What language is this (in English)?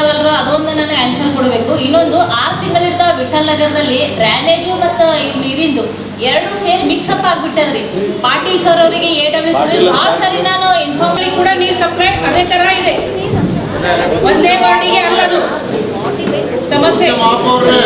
Kannada